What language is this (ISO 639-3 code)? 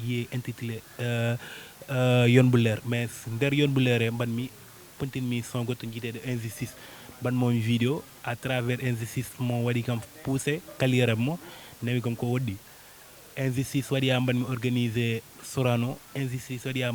ful